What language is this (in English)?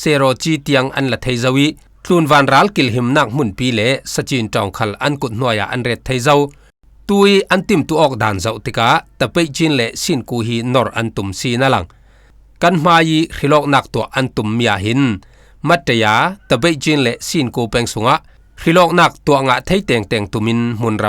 Falam Chin